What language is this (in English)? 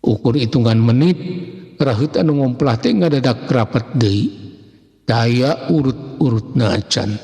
Sundanese